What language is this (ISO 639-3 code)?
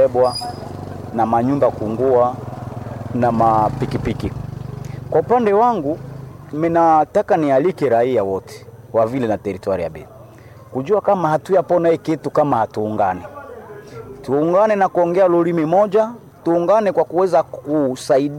swa